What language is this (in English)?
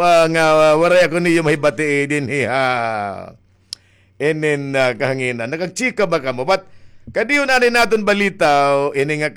Waray